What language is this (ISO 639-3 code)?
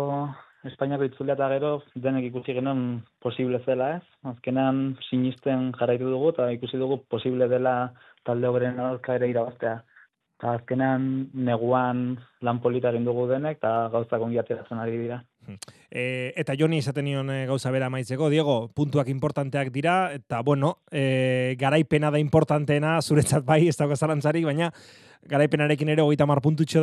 eus